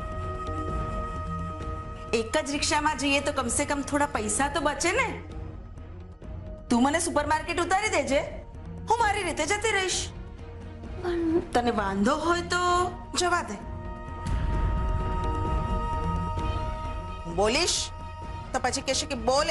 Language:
Gujarati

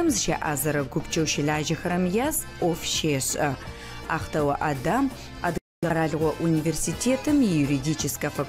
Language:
Adyghe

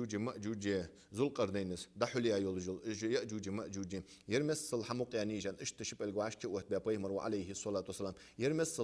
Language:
Ingush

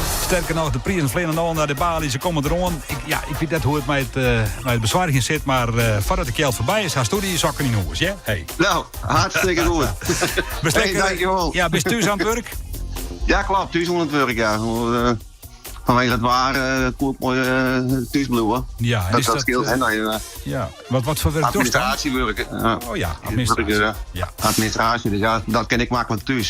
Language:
Western Frisian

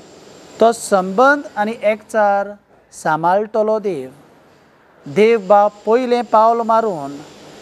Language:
Konkani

